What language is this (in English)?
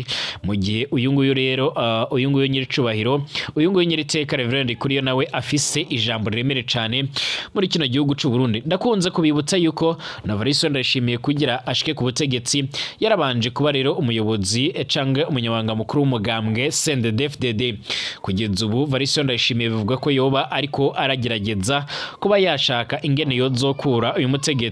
Rundi